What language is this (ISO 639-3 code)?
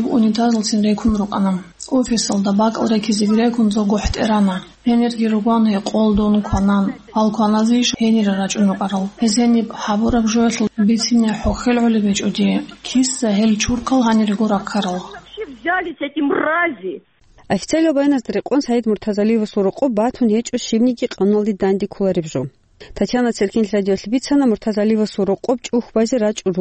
ava